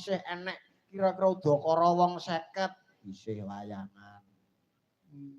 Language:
Javanese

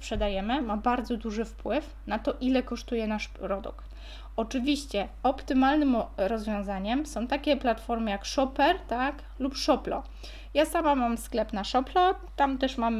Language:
Polish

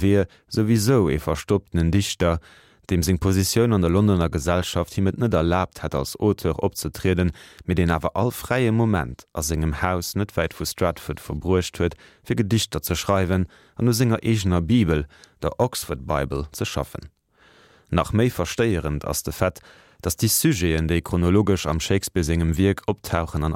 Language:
Luxembourgish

